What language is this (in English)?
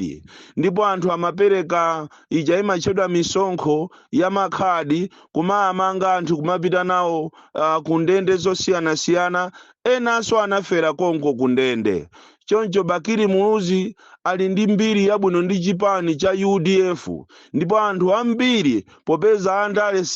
Nyanja